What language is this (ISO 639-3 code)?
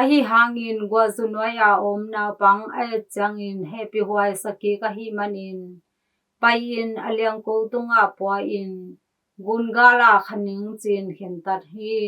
ctd